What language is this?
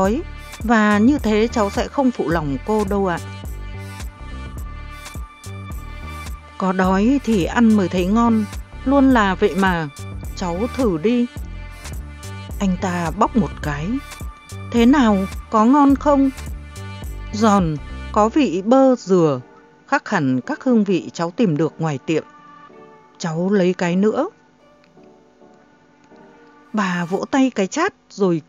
Vietnamese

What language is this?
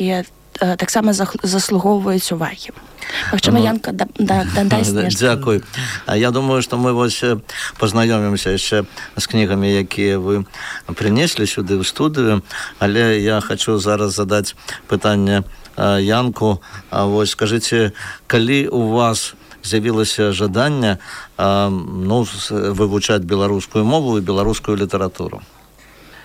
Belarusian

